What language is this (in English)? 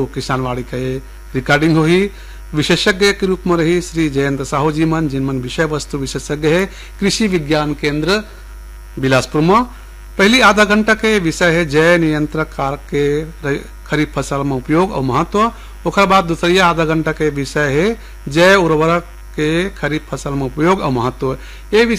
Chhattisgarhi